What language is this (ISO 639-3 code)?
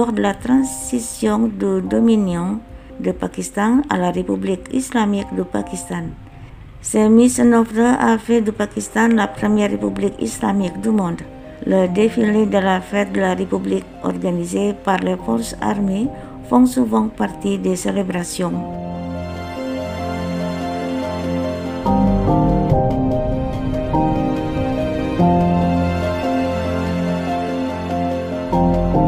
fra